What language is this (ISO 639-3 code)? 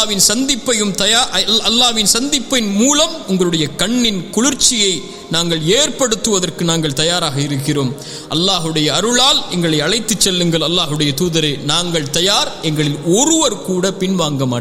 tam